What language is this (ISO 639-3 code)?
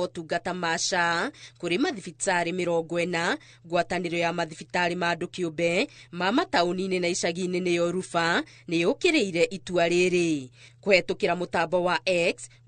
kik